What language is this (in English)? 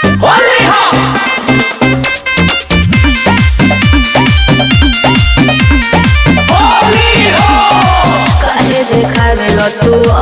Bhojpuri